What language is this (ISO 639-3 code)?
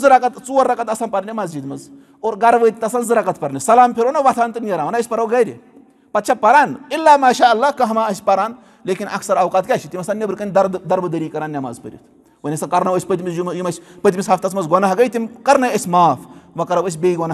kas